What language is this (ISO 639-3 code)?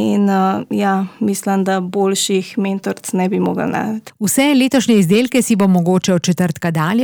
slv